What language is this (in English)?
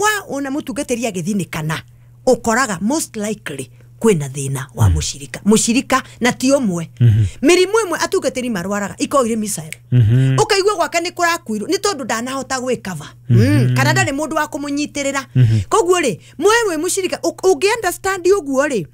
Kikuyu